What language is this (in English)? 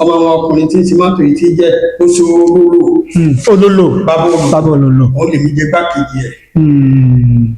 Yoruba